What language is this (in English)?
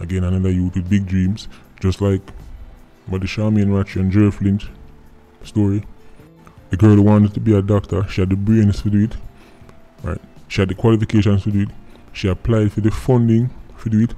Jamaican Creole English